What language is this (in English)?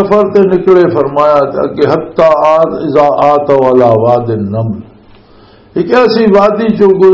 Western Panjabi